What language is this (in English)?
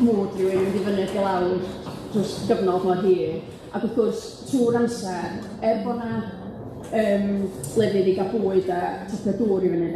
Welsh